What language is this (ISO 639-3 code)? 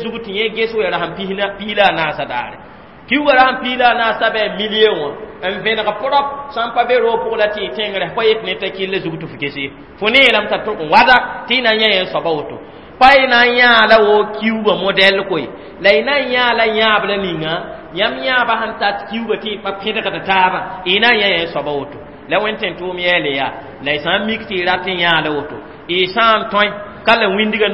mos